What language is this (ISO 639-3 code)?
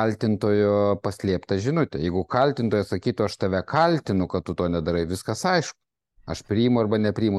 lit